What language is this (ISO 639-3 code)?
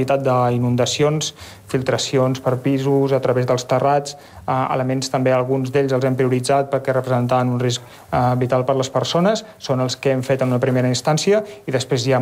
cat